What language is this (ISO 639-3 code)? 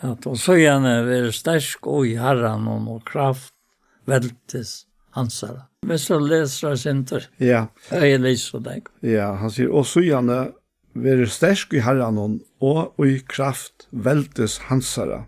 fao